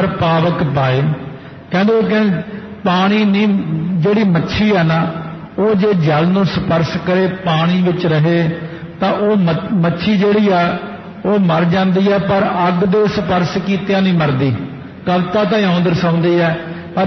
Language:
Punjabi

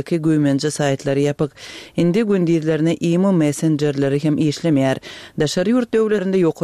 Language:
Turkmen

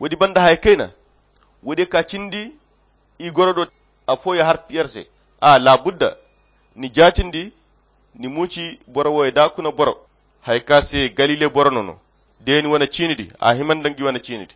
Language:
Koyra Chiini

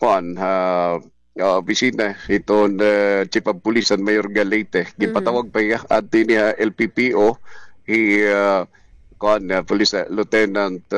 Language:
Waray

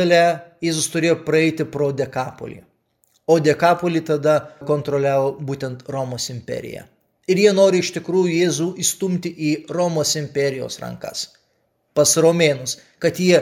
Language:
Lithuanian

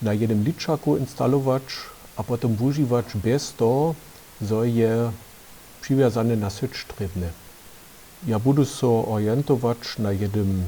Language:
Upper Sorbian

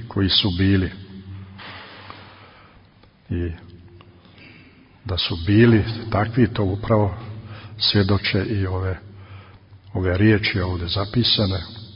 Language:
Serbian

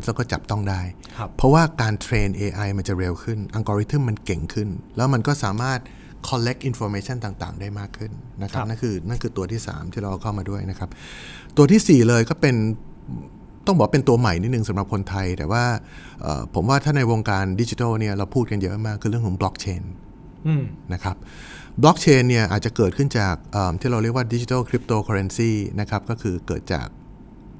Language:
Thai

